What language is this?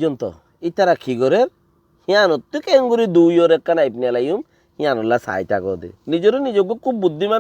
Rohingya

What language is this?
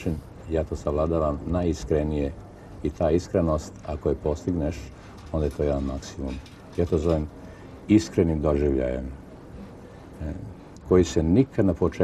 Serbian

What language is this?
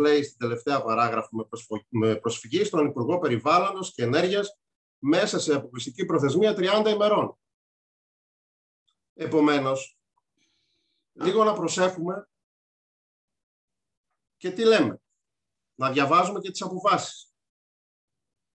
Greek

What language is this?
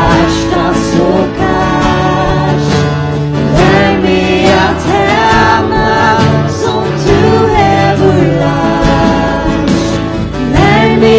Faroese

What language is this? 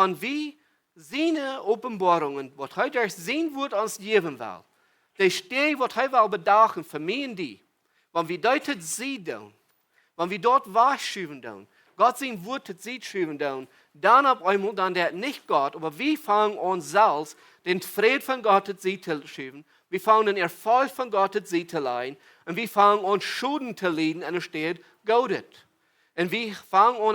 Plautdietsch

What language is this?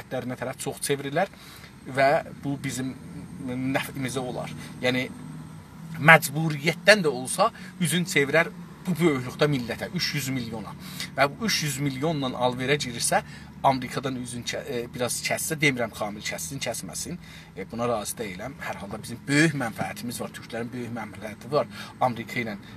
South Azerbaijani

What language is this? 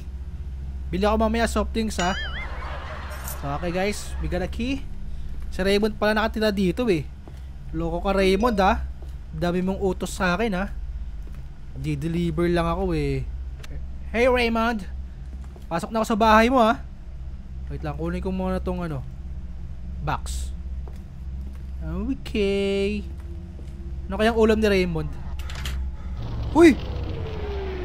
Filipino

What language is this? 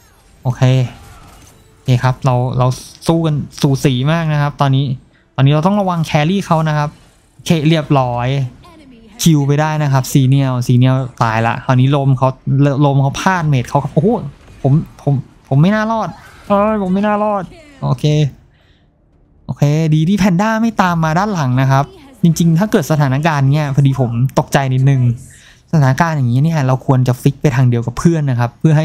Thai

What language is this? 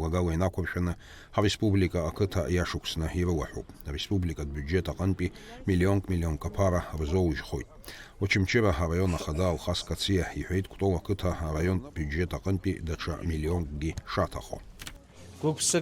Abkhazian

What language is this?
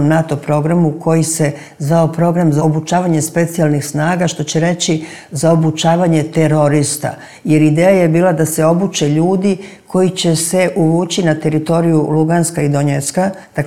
Serbian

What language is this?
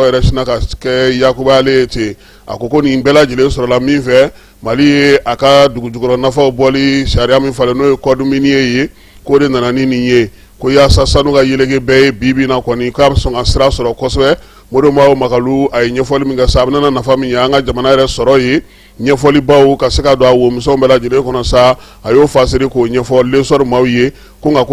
Bambara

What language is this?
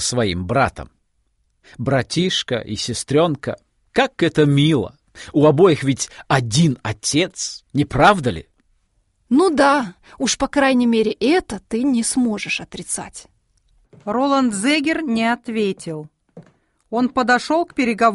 Russian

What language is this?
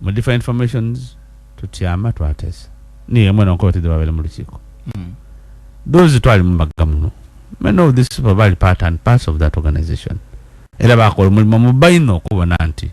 Ganda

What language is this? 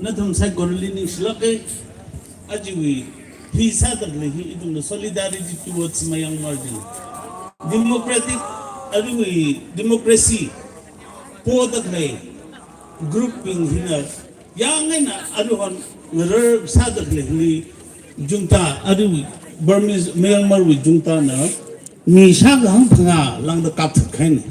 Tangkhul Naga (India)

